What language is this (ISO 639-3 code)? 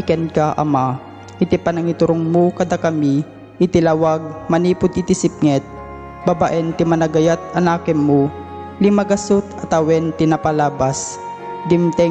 ilo